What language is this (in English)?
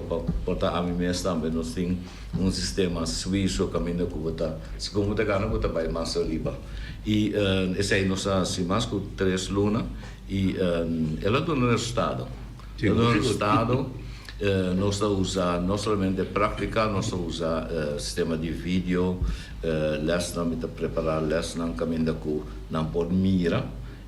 Papiamento